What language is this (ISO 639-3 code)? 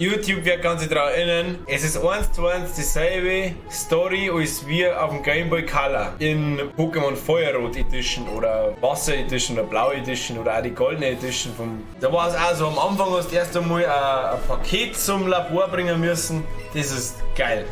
bar